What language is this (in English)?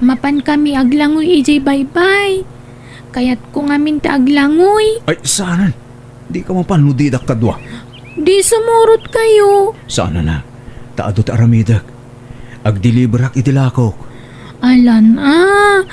Iloko